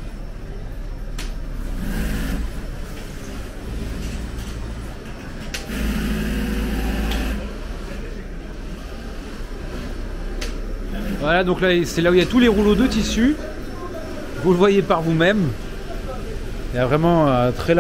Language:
French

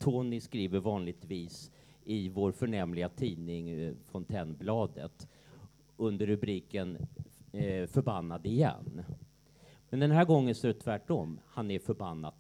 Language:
Swedish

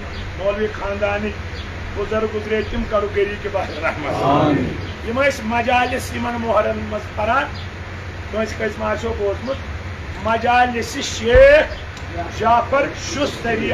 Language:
Kashmiri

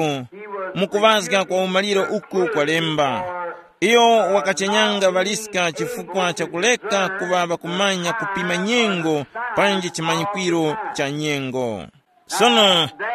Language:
Tumbuka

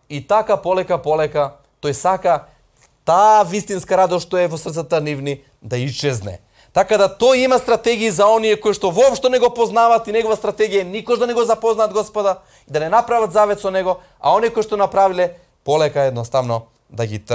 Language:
Macedonian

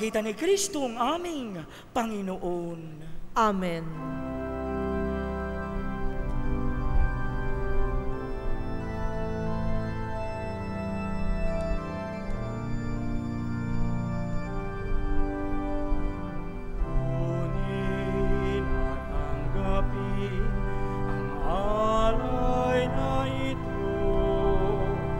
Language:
Filipino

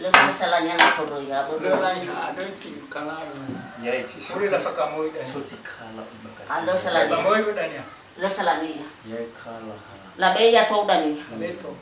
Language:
Nias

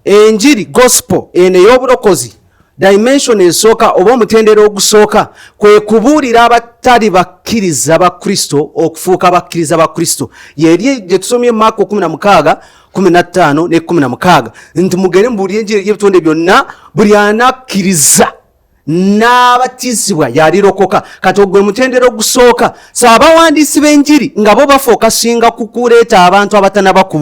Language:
Ganda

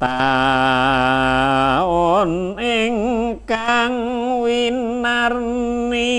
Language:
Javanese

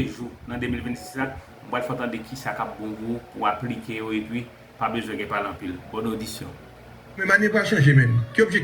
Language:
Haitian Creole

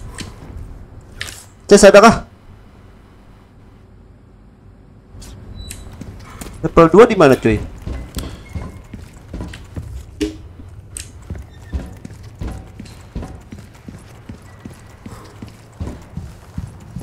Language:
Indonesian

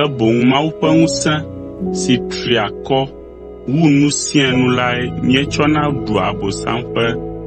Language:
Ewe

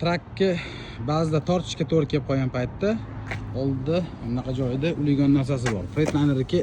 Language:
Uzbek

